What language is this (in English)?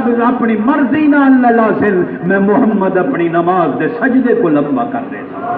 Saraiki